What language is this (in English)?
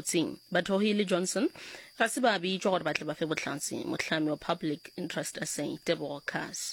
Northern Sotho